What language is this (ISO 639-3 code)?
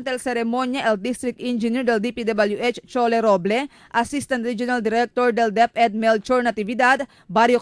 cbk